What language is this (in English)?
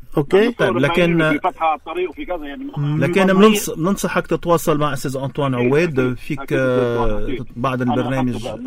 North Levantine Arabic